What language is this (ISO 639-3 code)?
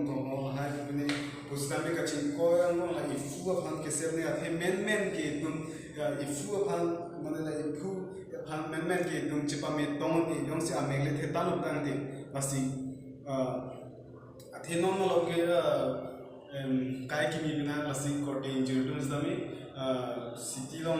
mjw